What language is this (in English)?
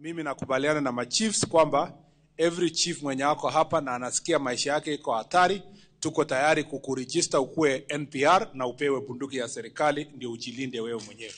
Kikuyu